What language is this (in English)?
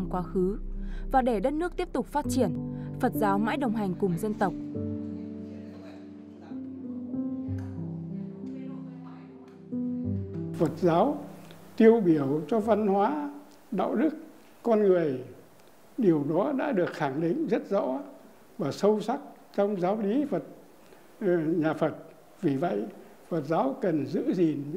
Vietnamese